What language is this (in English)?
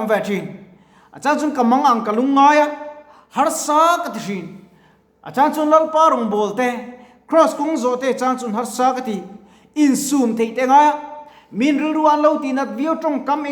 Mizo